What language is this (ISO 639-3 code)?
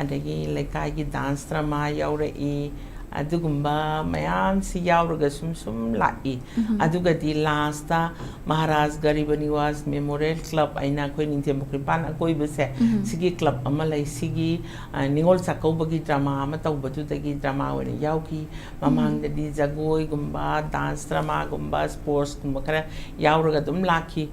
mni